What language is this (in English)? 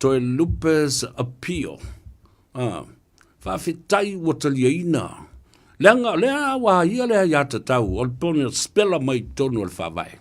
Samoan